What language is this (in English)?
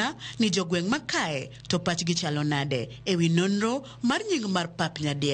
Luo (Kenya and Tanzania)